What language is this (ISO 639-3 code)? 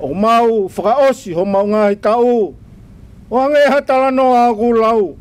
ton